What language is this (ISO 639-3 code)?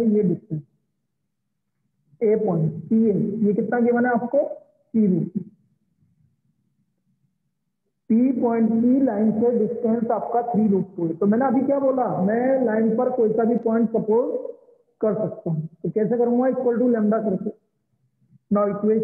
hin